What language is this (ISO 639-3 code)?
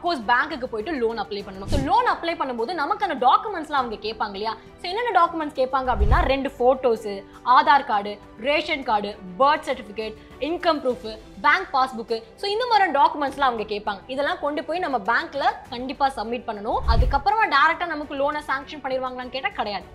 tam